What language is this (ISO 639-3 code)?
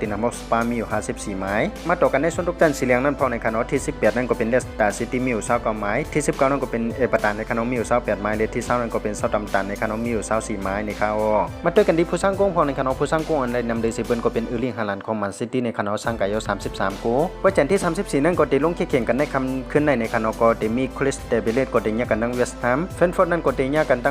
shn